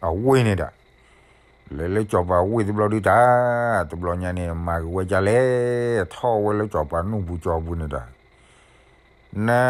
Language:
S'gaw Karen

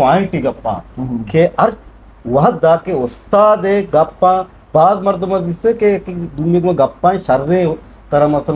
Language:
Eastern Balochi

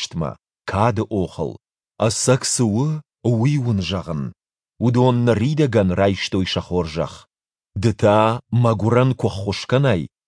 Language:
Ossetic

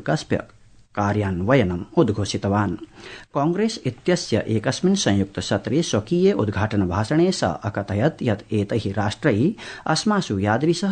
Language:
Sanskrit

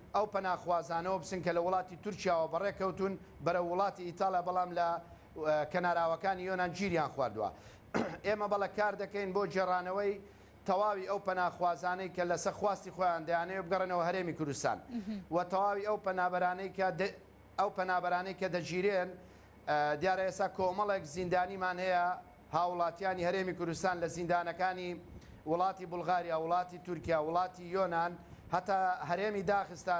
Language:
Central Kurdish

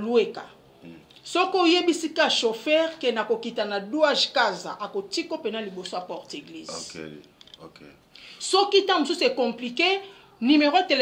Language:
Lingala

